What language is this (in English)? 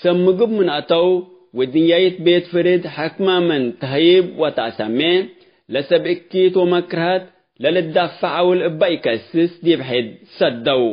Tigre